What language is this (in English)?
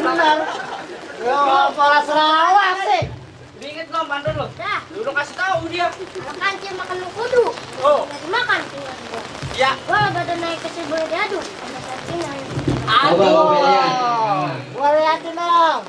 Betawi